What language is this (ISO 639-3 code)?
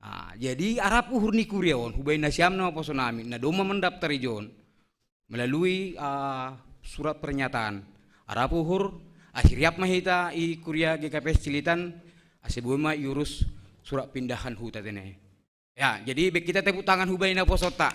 bts